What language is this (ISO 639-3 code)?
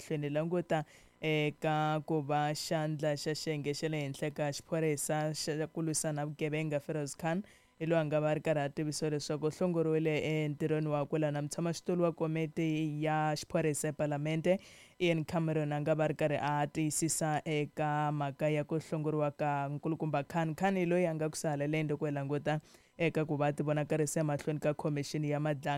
tso